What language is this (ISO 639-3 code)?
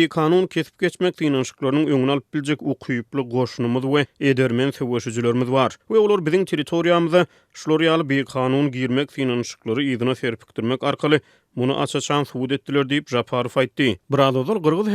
tuk